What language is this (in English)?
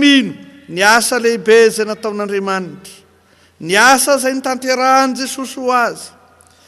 Malagasy